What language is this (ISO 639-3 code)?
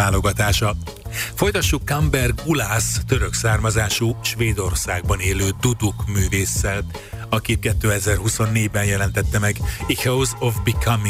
hun